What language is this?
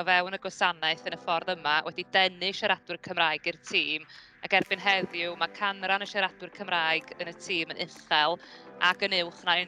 Welsh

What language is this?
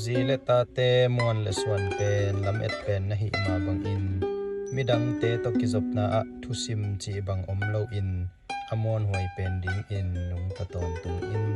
Tedim Chin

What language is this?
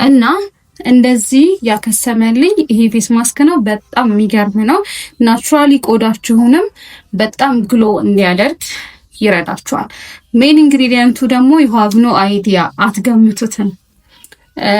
Amharic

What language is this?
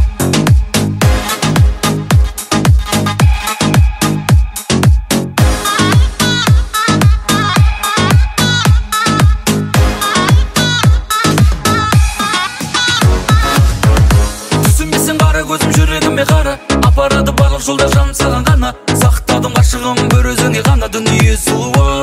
Kazakh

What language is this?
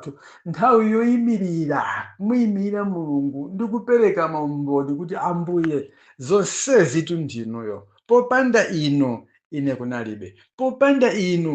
Nyanja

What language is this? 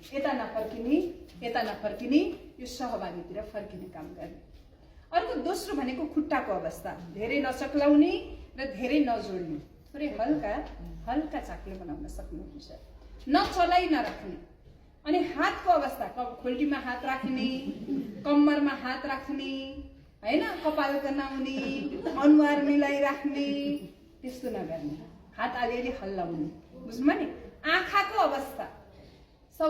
Nepali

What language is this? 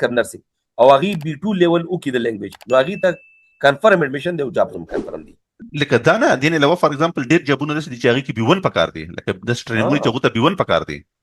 Pashto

